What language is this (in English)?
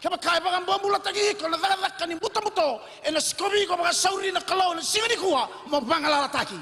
Fijian